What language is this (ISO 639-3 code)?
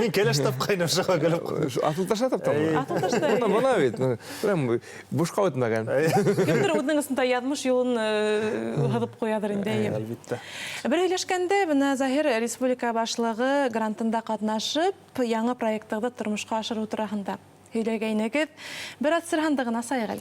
bak